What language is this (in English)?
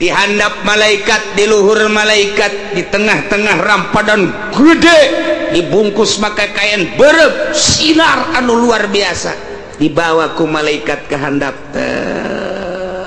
Sundanese